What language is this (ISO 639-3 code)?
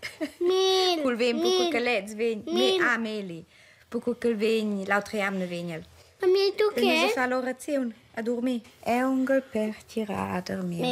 roh